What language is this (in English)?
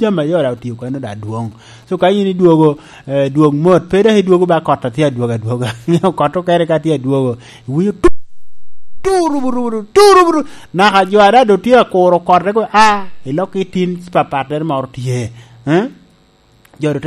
Lango (Uganda)